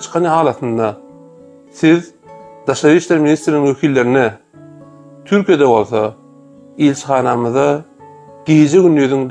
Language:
Turkmen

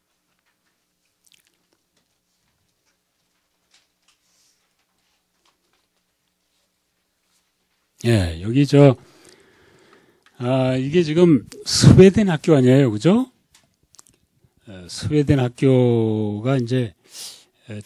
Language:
Korean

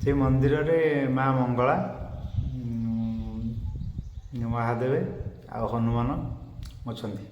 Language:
Odia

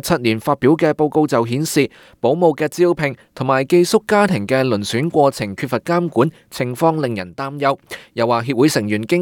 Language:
Cantonese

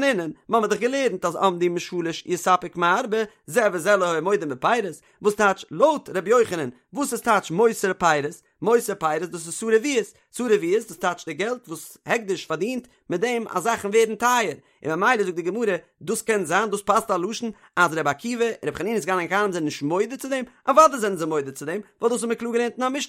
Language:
Yiddish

